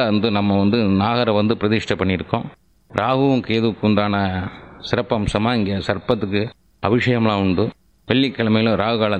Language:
Tamil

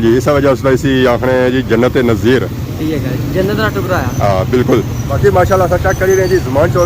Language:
Pahari-Potwari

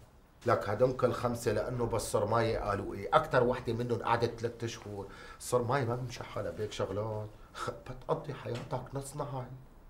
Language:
North Levantine Arabic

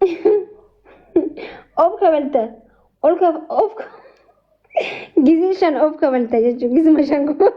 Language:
Oromo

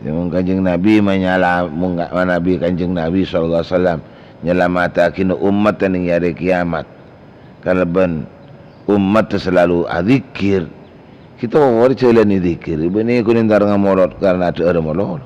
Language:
Madurese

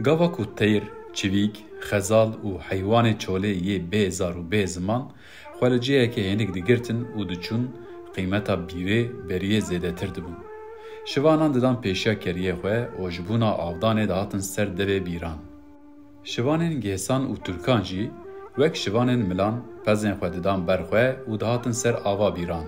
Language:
Kurdish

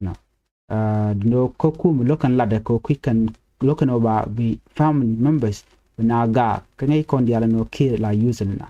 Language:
Nuer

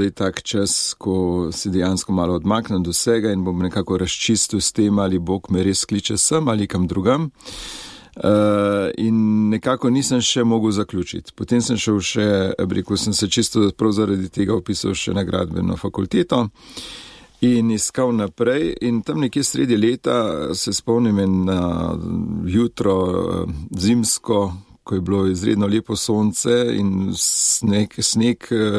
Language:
Slovenian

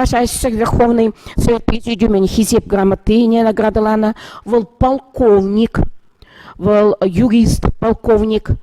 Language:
Chuvash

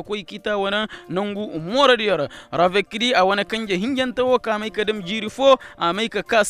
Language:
Koyraboro Senni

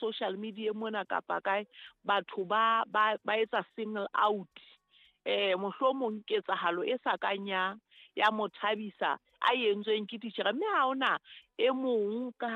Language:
Southern Sotho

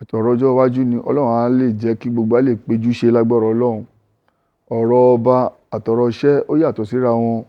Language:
Yoruba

